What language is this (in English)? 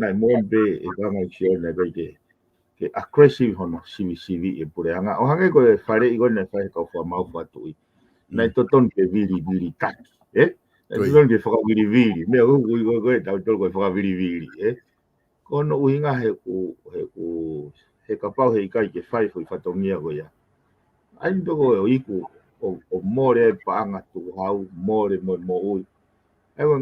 Tongan